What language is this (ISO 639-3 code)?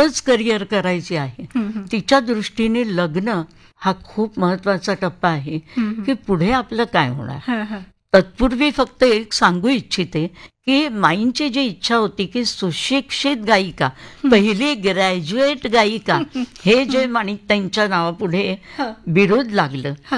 mar